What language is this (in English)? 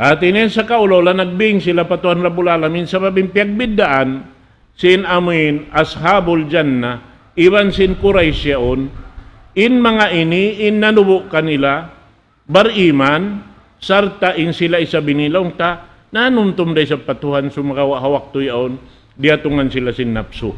Tausug